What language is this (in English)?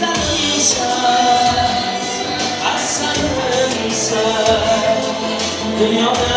Turkmen